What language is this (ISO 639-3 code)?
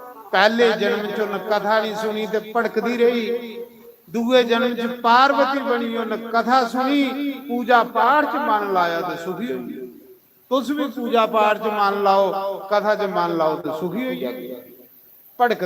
doi